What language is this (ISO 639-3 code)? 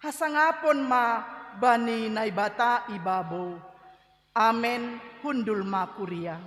bts